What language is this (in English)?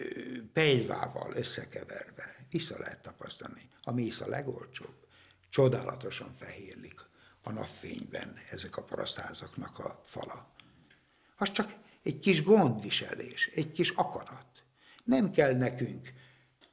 Hungarian